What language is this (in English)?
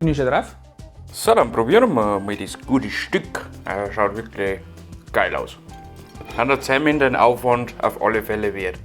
Bavarian